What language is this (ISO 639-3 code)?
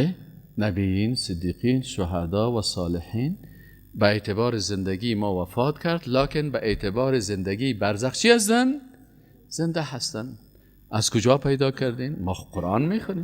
fas